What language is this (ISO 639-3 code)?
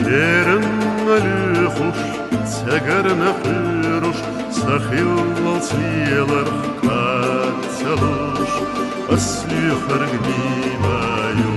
che